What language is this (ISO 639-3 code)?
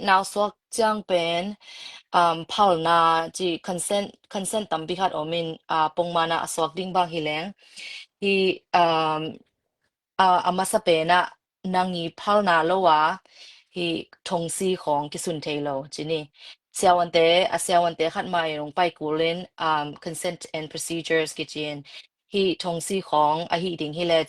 ctd